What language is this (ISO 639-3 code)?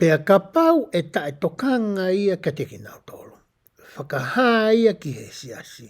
ton